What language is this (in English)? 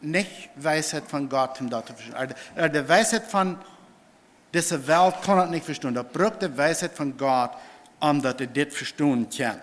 Plautdietsch